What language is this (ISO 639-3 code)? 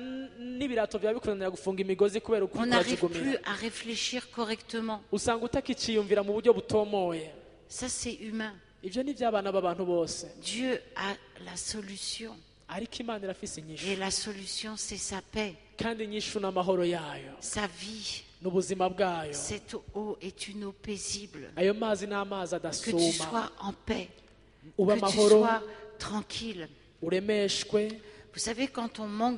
run